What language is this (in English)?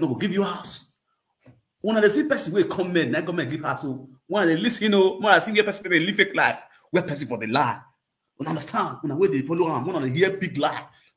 Nigerian Pidgin